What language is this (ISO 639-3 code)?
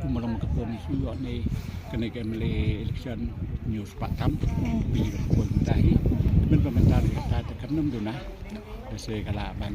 kha